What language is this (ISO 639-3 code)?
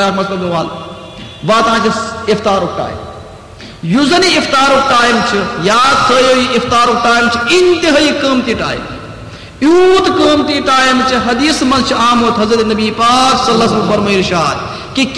kas